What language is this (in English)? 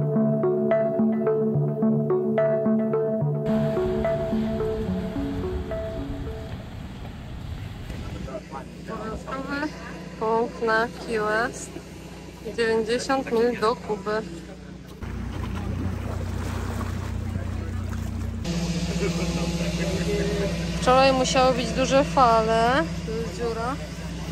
Polish